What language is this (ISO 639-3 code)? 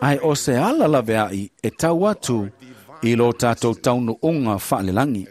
smo